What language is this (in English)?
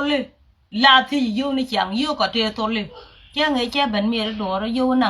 Nuer